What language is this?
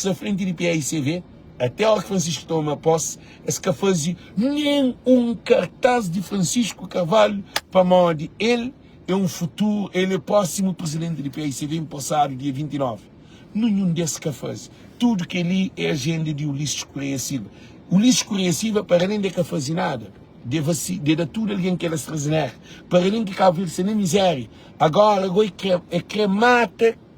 Kabuverdianu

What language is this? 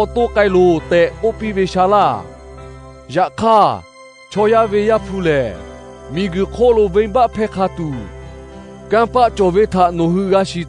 Lahu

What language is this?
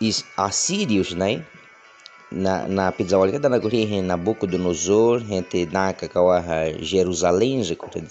Baniwa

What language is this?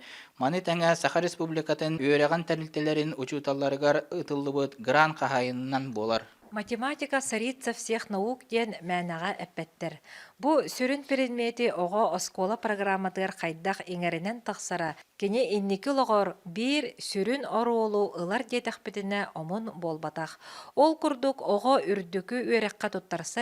Yakut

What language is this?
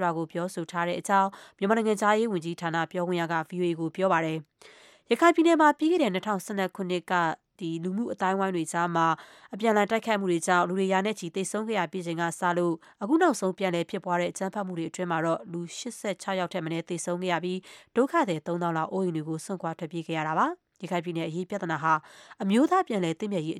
Burmese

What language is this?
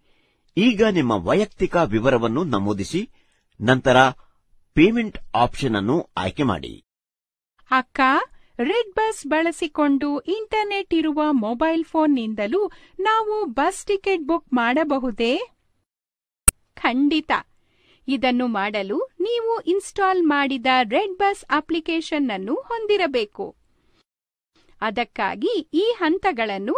Kannada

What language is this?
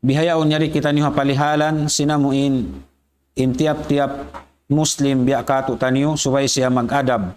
Tausug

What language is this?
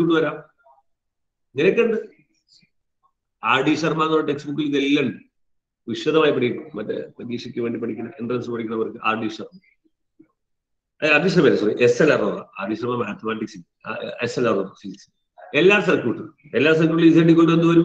Malayalam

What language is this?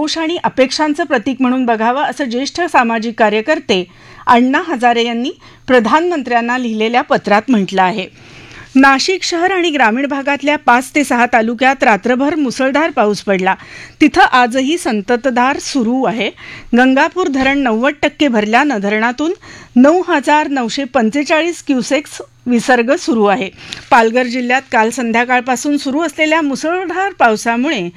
Marathi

